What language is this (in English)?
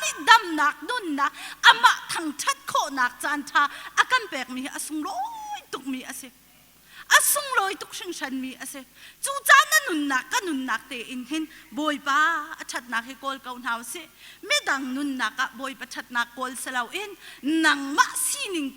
Hakha Chin